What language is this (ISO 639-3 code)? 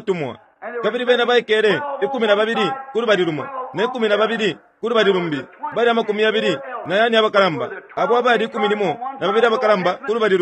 bem